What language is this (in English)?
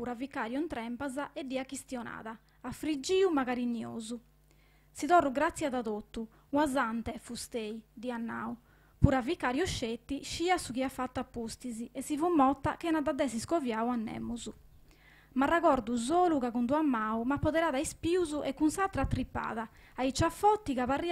Sardinian